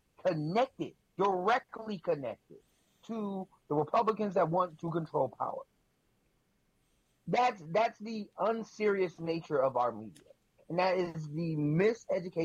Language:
English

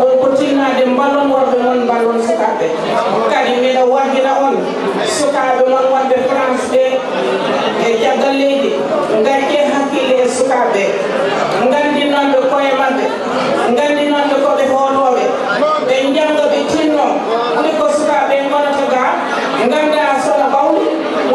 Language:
Fula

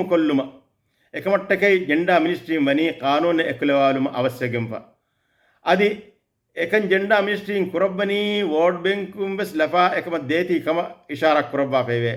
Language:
Divehi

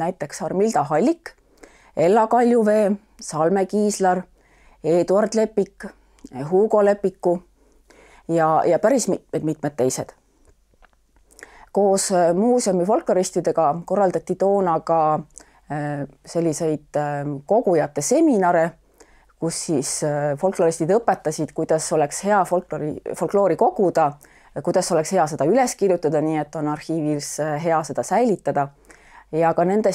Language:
Estonian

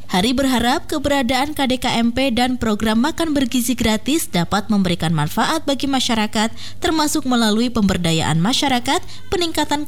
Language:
Indonesian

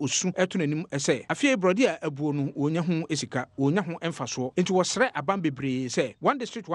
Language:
Akan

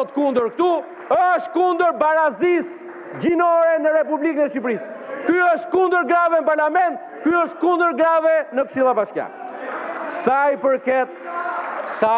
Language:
Albanian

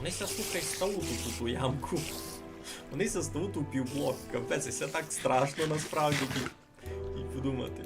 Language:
Rusyn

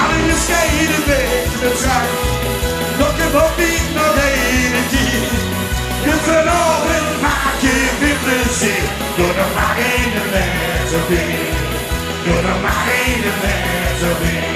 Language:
Limburgish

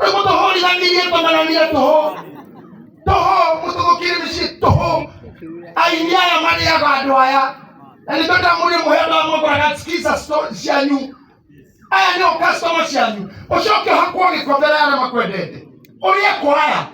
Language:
Kikuyu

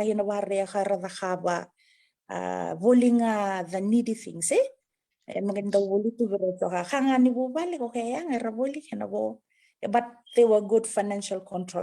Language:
Fijian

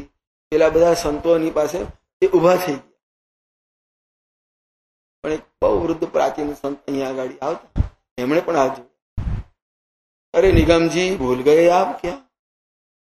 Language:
Gujarati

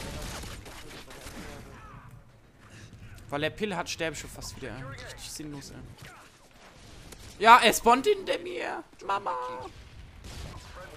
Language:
German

